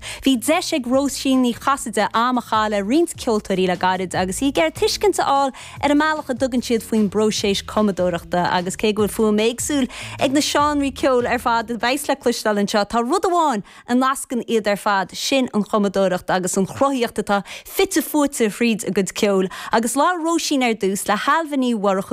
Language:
Irish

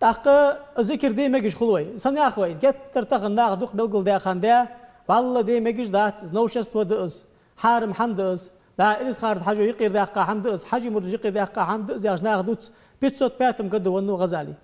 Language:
Ingush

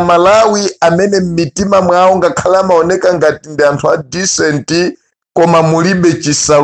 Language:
Nyanja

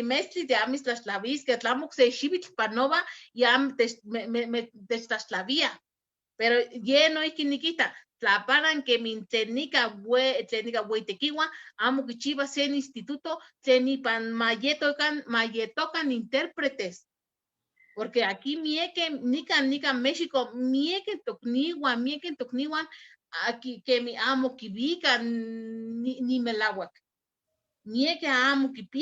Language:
Eastern Huasteca Nahuatl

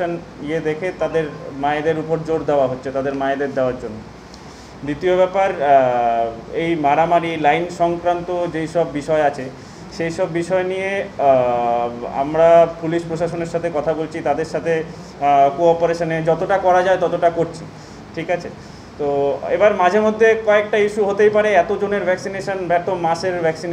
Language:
Bangla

